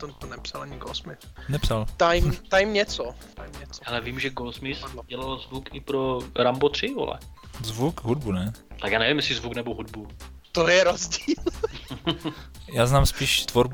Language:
Czech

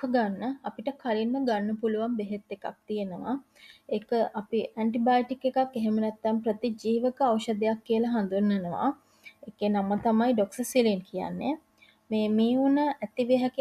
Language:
Sinhala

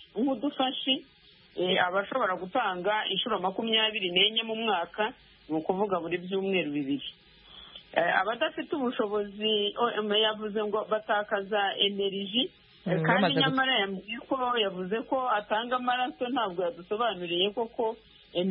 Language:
Kinyarwanda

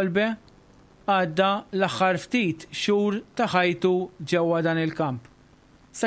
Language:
Maltese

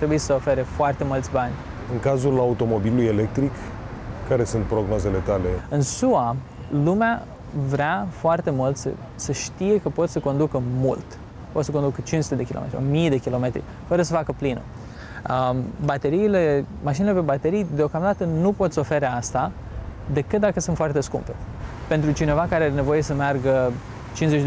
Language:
Romanian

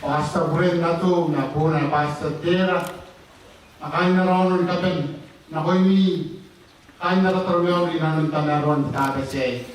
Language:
Gilbertese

